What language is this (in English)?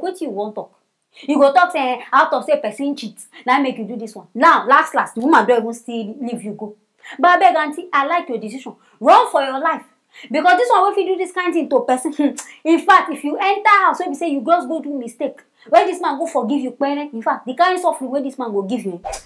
Nigerian Pidgin